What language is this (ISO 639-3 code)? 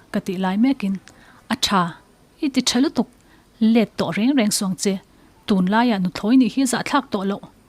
lus